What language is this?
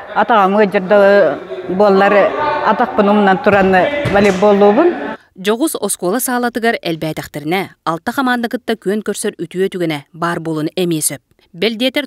Yakut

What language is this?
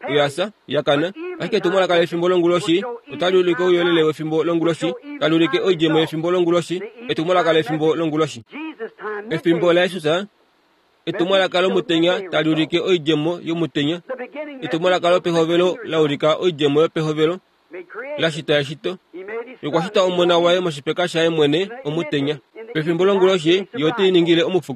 Kuanyama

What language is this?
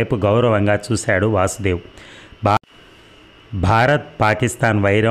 Telugu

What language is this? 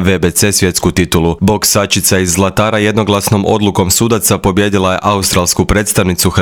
Croatian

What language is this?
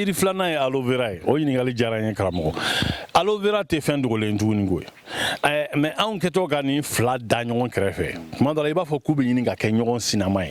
Bambara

